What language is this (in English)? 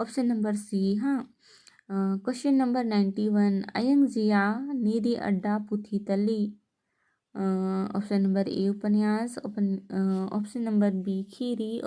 Kurukh